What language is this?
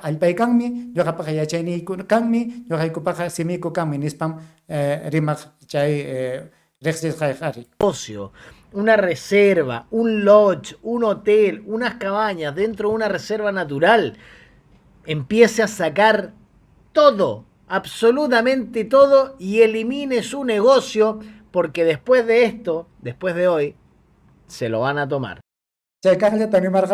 Ayacucho Quechua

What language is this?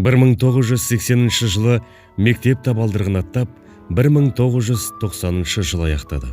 Kazakh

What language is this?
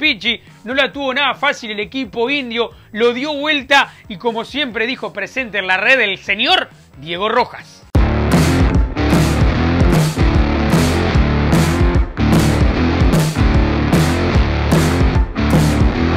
Spanish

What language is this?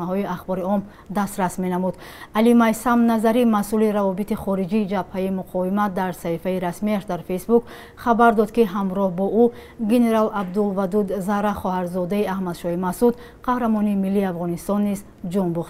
Tajik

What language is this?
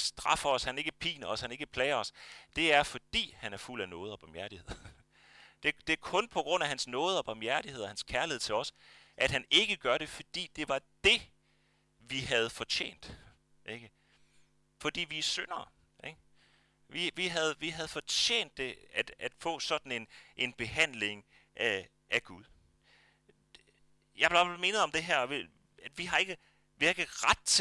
Danish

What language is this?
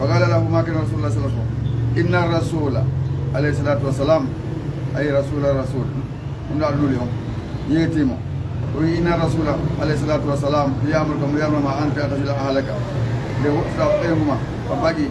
Fula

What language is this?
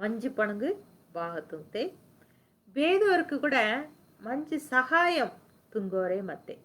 Koya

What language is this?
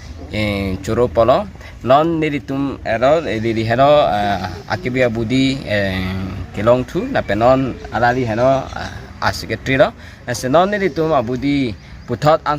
Karbi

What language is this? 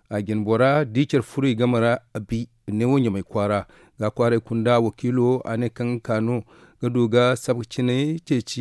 Zarma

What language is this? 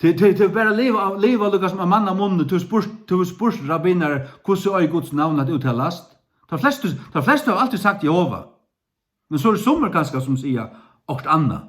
Faroese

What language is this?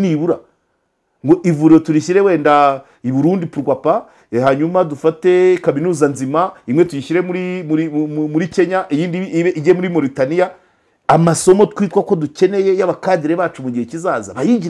Kinyarwanda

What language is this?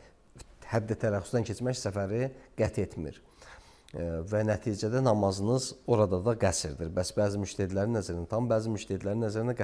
Azerbaijani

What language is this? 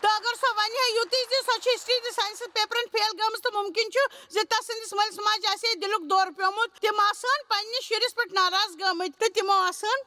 Kashmiri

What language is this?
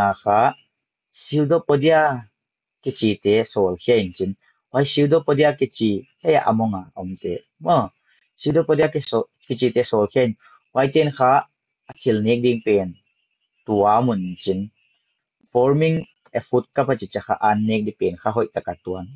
Paite Chin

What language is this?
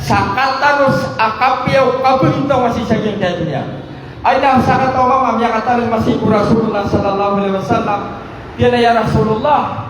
Maranao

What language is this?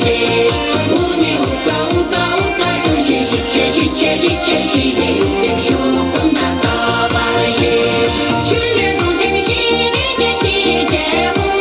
Chuvash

